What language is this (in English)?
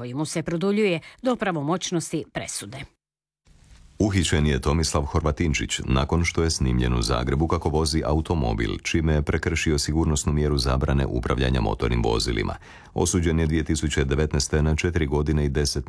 Croatian